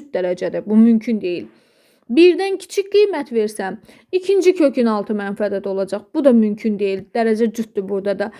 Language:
Azerbaijani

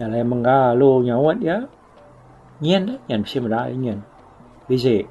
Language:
Iban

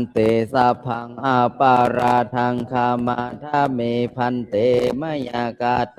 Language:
Pali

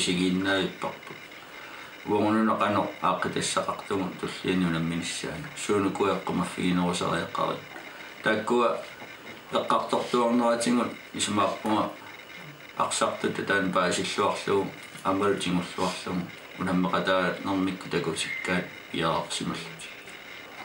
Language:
Kalaallisut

